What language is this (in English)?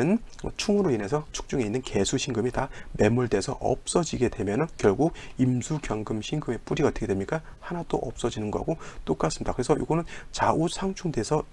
Korean